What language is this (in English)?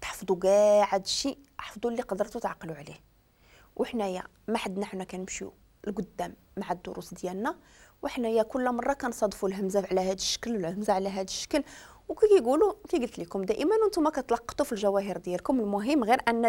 Moroccan Arabic